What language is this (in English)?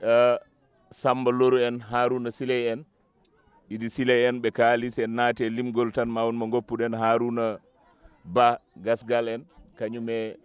Fula